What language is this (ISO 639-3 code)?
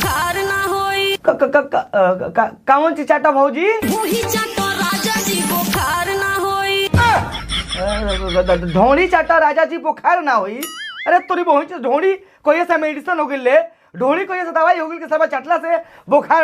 bho